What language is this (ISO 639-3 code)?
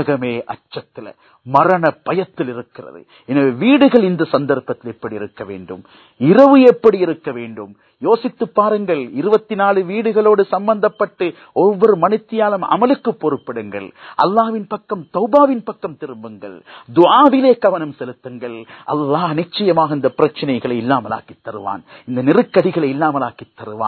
tam